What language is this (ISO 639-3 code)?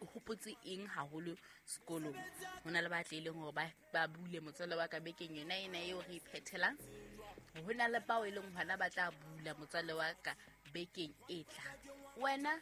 sot